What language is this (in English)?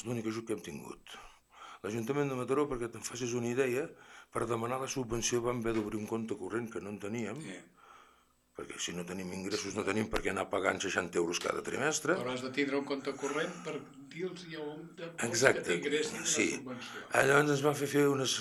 Catalan